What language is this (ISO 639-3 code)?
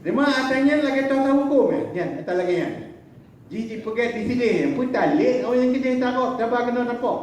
ace